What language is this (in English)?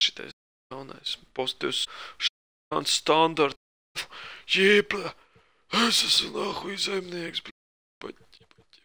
Latvian